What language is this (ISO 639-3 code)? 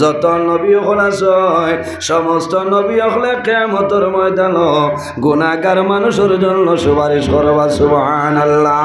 syl